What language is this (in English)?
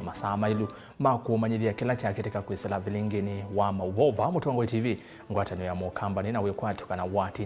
Kamba